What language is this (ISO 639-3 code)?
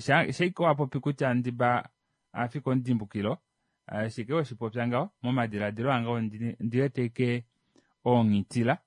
kua